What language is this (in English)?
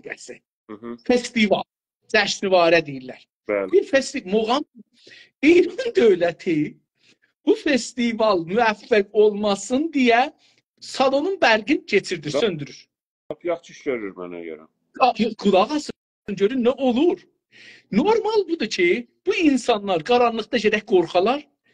South Azerbaijani